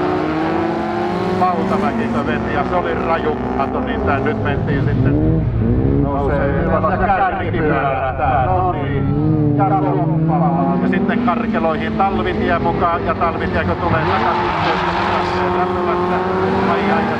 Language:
Finnish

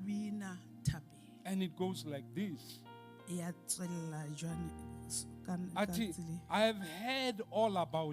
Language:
Southern Sotho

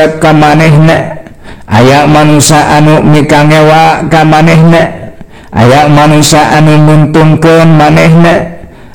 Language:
Sundanese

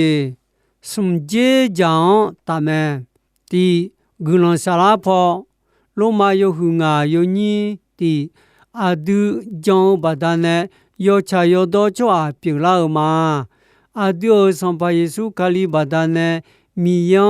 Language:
Akha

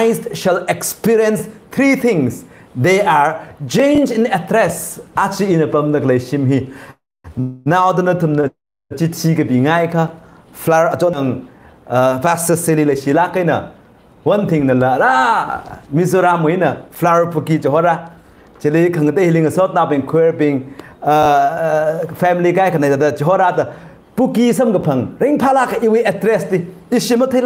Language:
Tangkhul Naga (India)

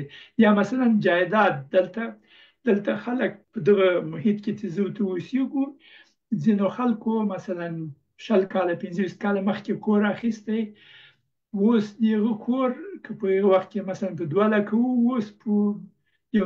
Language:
Pashto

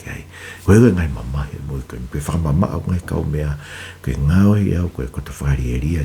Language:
Tongan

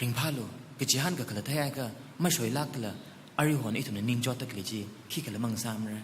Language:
Tangkhul Naga (India)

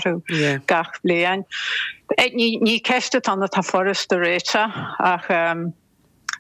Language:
Irish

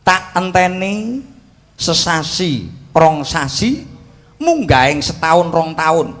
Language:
Javanese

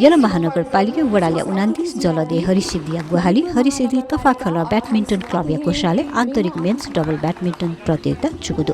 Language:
Newari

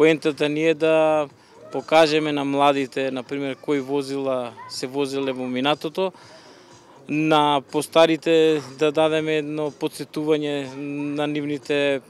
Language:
Macedonian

